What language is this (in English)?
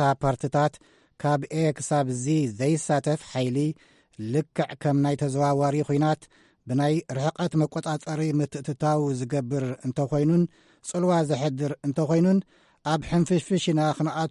Tigrinya